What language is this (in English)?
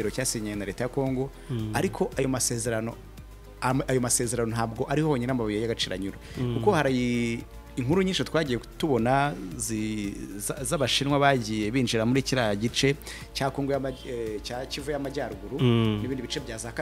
Kinyarwanda